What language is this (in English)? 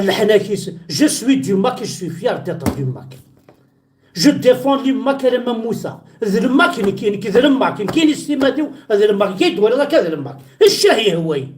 Kabyle